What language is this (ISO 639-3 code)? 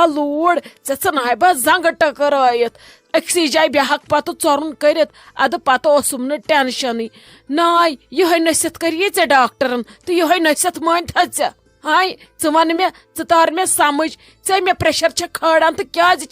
kas